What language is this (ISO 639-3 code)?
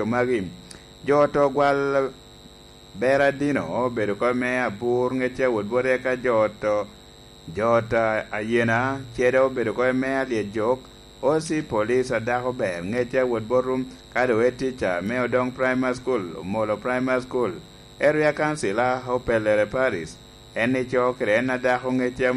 laj